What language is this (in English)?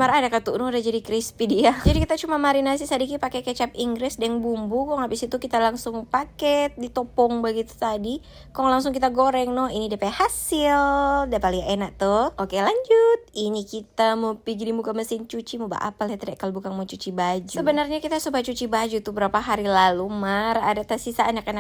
Manado Malay